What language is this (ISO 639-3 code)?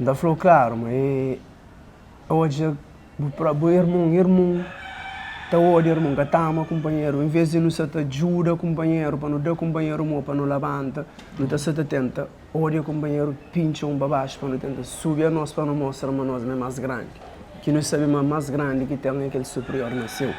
kea